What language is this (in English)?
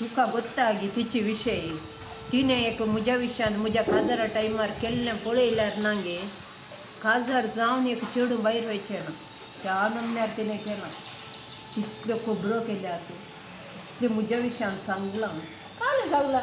Konkani